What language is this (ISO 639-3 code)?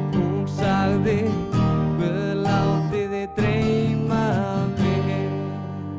isl